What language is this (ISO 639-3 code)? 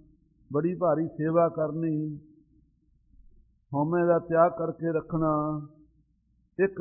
pan